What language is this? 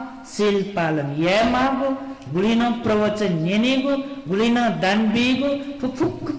Newari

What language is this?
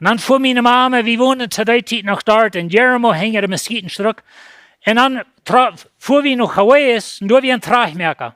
Plautdietsch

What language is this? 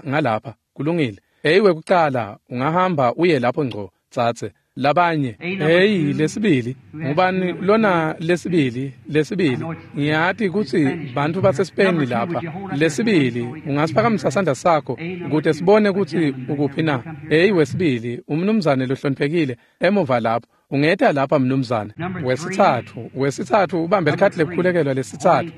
Swati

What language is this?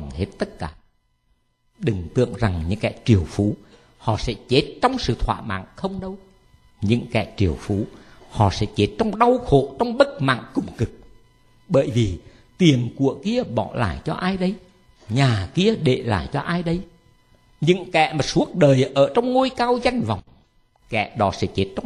Vietnamese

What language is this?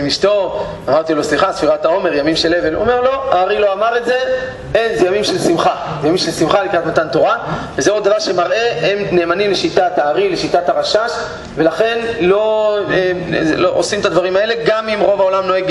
Hebrew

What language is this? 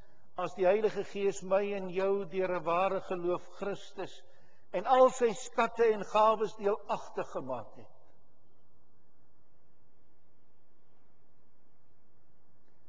Afrikaans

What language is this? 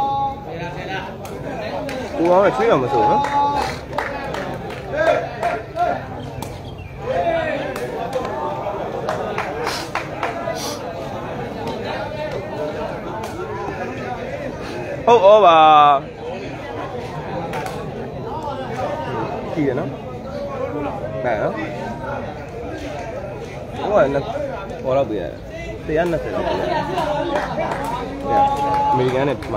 Burmese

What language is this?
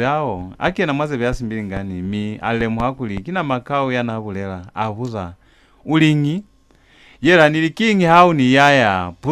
Lozi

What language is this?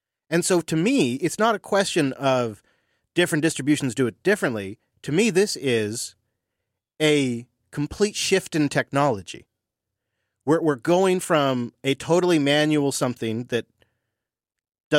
English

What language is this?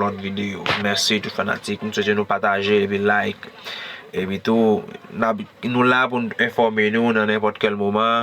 Haitian Creole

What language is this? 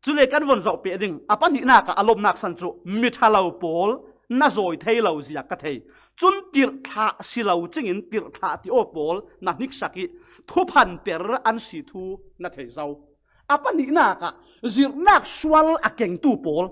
Falam Chin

